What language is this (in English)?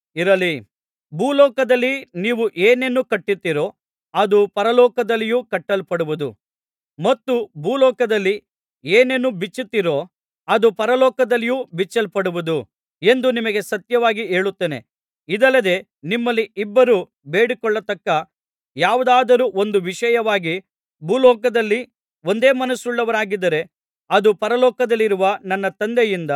Kannada